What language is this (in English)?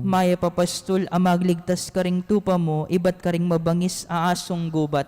Pampanga